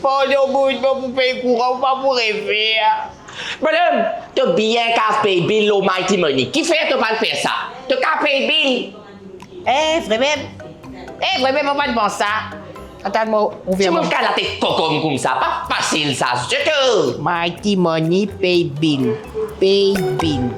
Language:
Morisyen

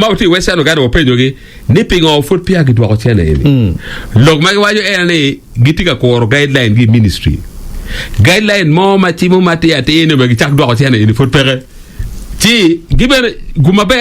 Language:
Acoli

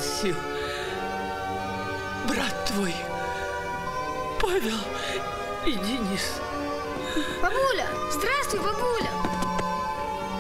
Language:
Russian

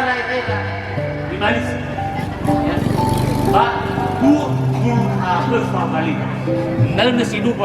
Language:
Nias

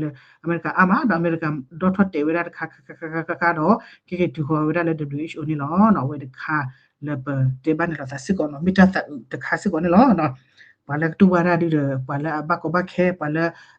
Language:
S'gaw Karen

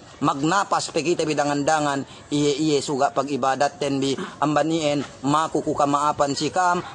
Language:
Yakan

